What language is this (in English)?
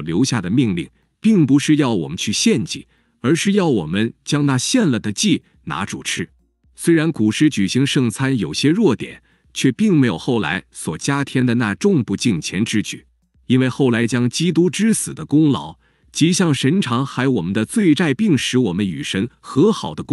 Chinese